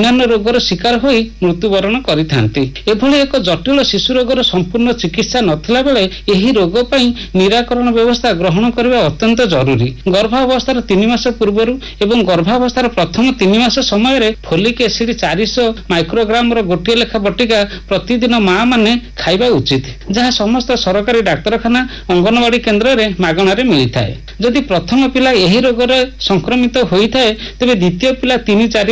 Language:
Odia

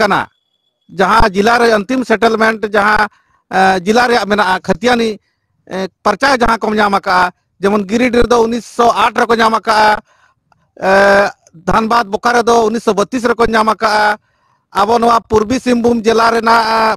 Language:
Santali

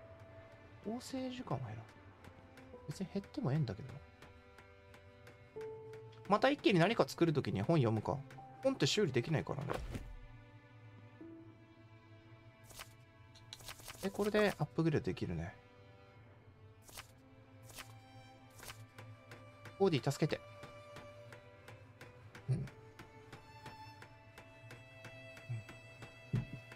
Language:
Japanese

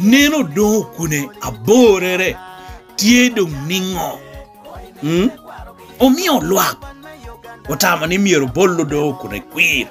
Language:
Lango (Uganda)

